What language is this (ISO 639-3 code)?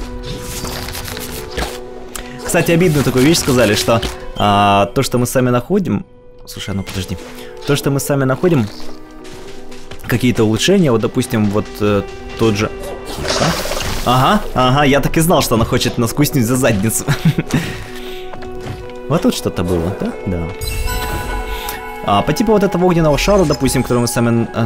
rus